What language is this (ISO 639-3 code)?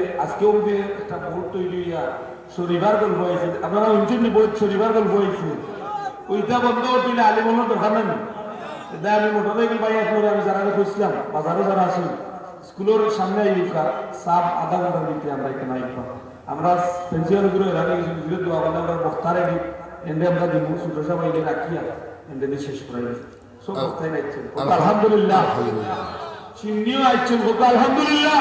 syl